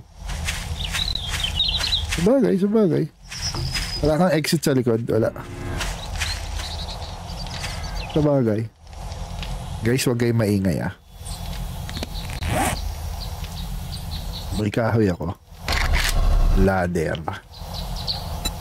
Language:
Filipino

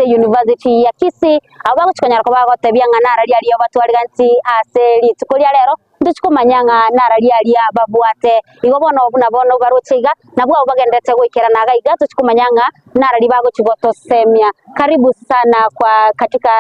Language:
Gusii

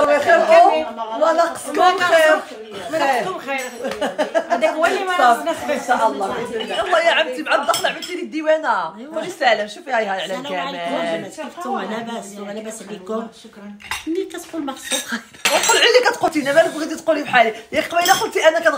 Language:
Moroccan Arabic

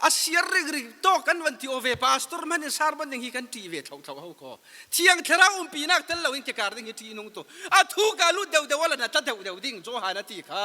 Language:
Falam Chin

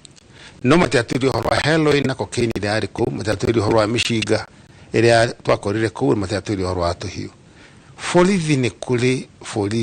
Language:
Kikuyu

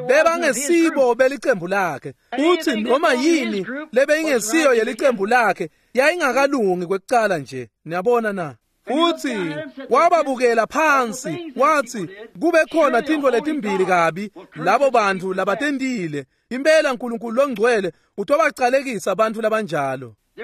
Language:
Swati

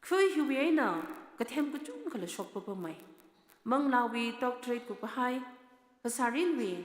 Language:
Tangkhul Naga (India)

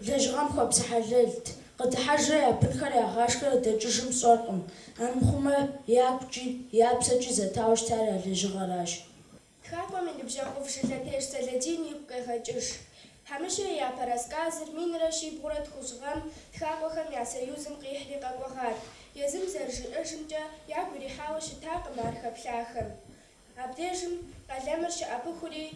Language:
Kabardian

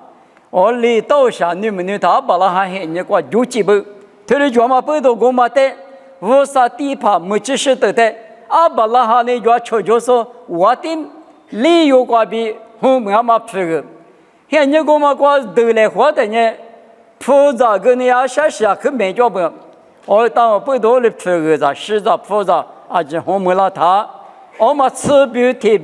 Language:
Lisu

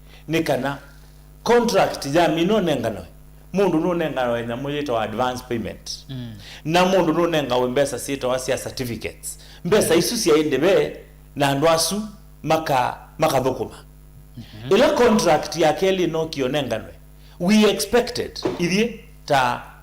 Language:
Kamba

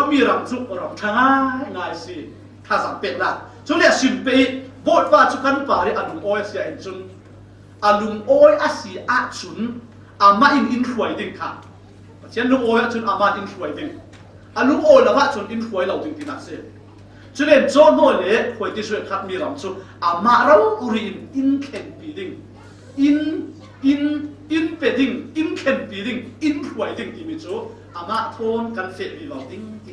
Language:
Falam Chin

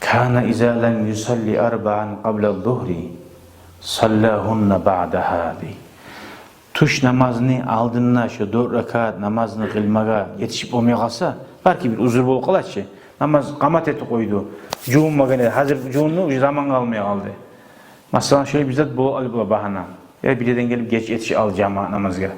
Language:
Kumyk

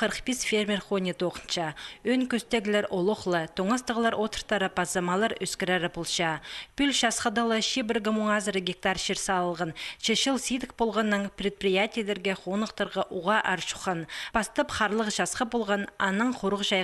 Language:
Khakas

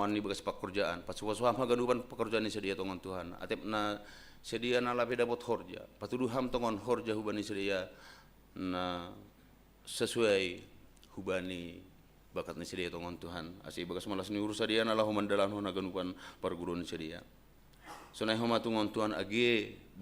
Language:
Batak Simalungun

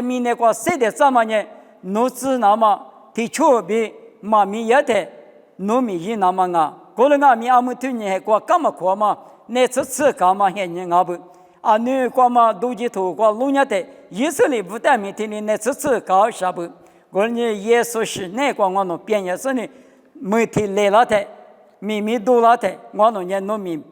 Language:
Lisu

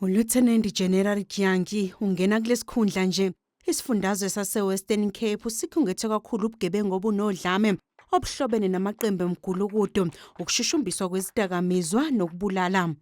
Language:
Zulu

